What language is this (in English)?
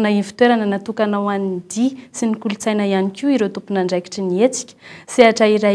Malagasy